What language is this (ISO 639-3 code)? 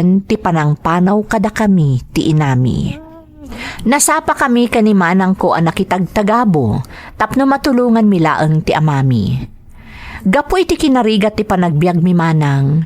ilo